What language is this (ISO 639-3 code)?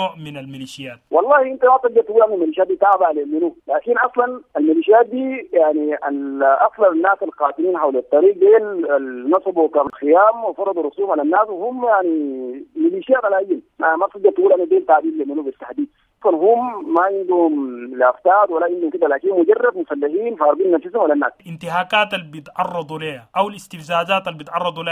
apd